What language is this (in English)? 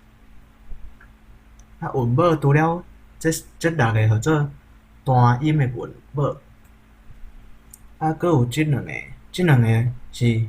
Min Nan Chinese